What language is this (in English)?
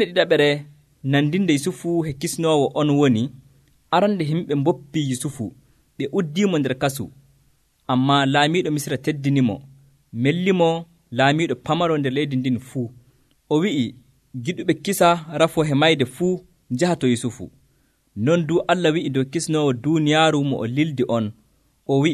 Nigerian Fulfulde